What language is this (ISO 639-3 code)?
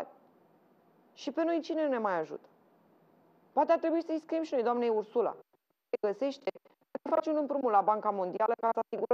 ron